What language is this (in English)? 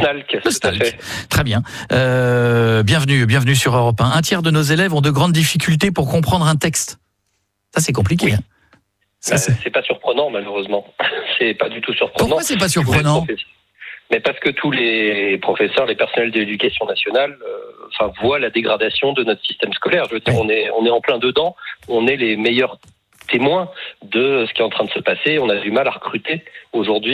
French